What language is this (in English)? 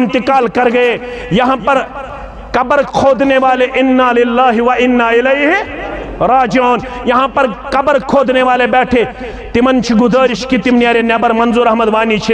Kashmiri